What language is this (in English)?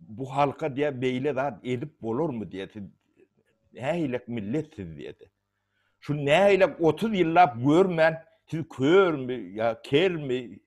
Turkmen